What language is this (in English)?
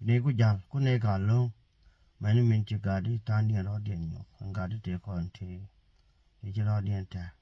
Nuer